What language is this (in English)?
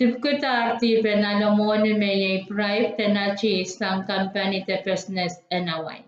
Pohnpeian